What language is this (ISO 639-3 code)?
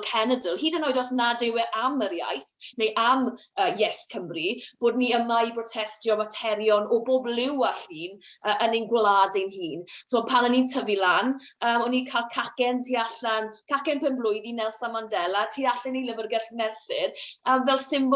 cym